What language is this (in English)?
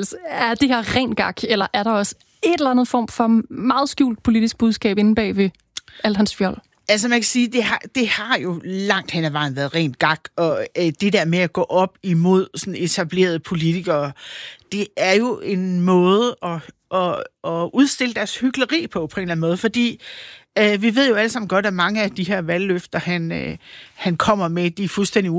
Danish